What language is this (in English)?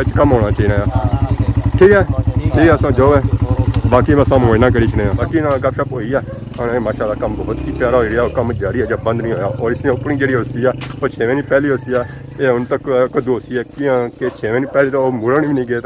Pahari-Potwari